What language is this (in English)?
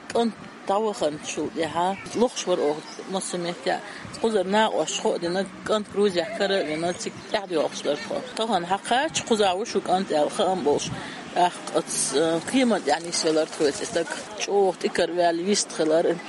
Chechen